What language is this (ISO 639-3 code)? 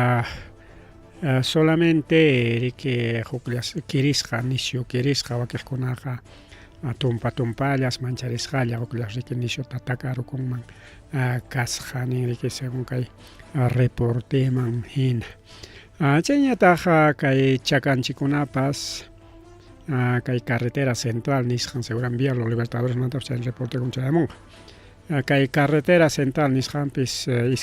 quy